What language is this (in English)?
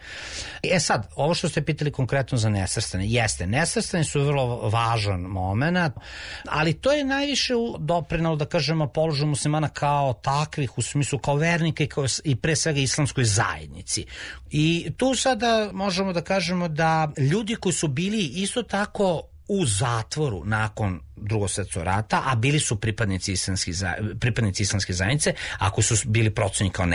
Serbian